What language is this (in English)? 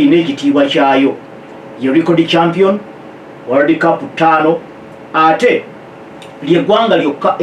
Ganda